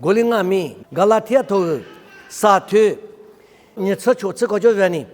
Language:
Lisu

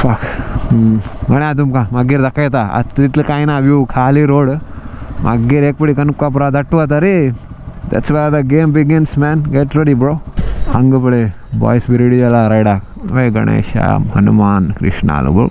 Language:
Konkani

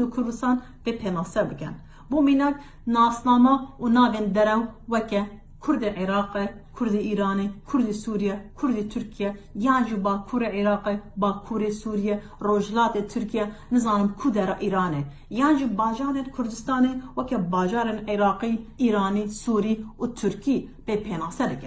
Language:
Kurdish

